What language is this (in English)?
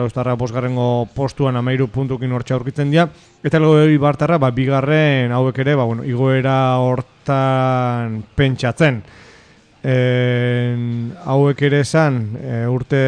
Basque